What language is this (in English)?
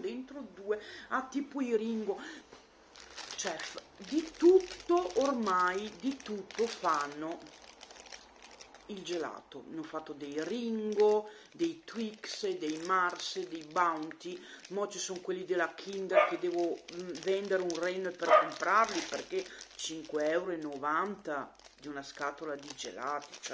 Italian